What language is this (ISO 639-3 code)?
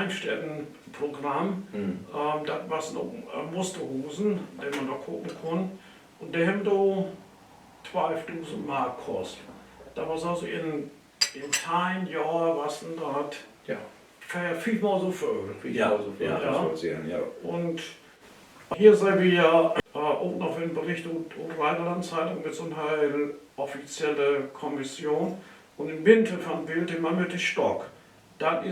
nds